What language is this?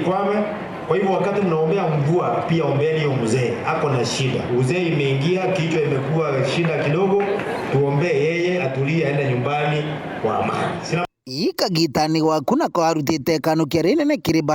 Meru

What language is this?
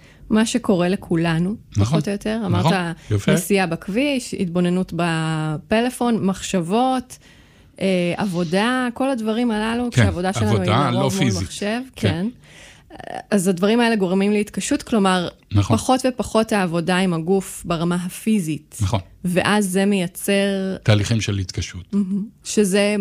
Hebrew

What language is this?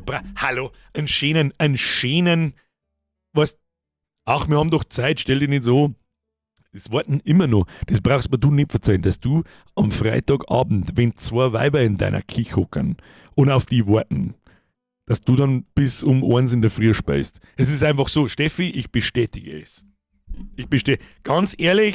Bavarian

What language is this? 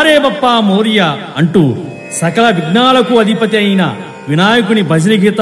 Telugu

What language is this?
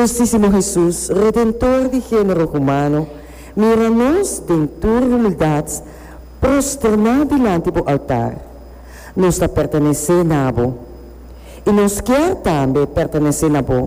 Papiamento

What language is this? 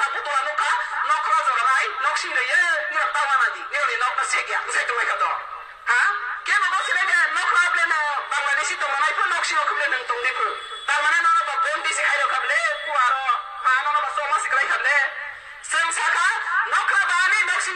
Kok Borok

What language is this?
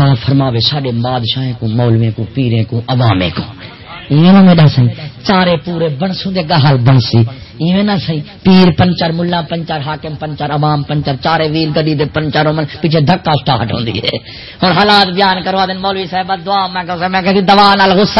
Saraiki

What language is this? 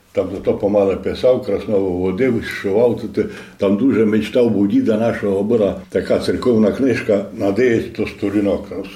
Rusyn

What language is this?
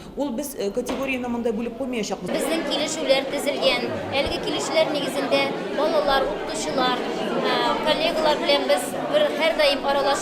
Tatar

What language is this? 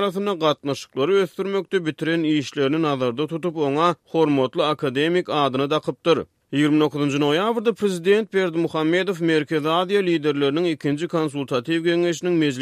Turkmen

